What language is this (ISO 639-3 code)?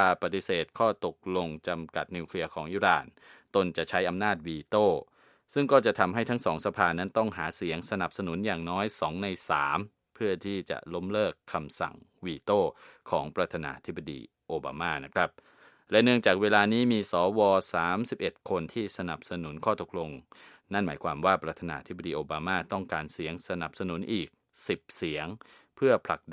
tha